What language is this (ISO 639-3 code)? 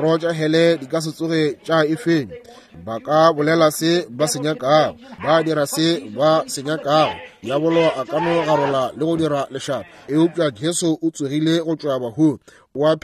nso